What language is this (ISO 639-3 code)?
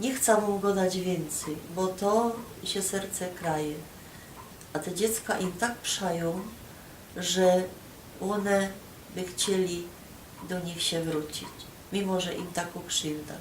szl